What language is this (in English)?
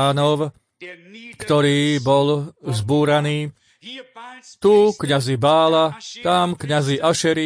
Slovak